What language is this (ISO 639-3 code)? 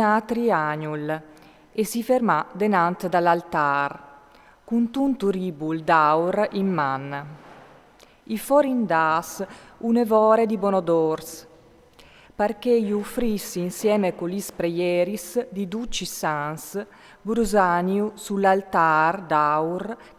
fur